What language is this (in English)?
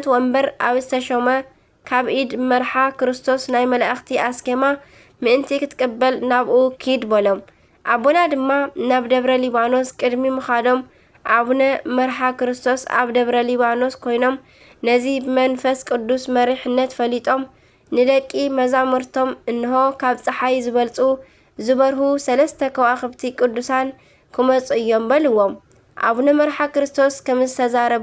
Tigrinya